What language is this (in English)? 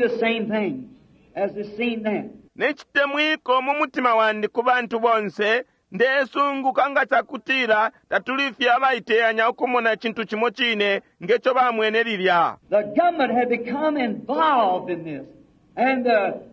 Bemba